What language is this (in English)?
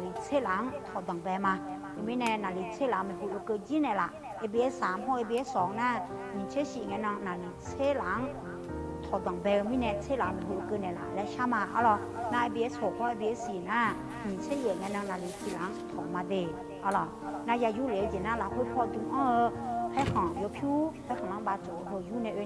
Akha